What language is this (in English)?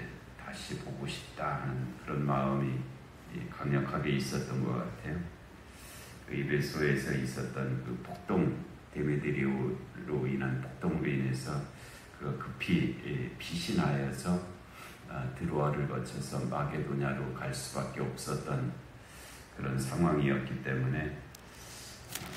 Korean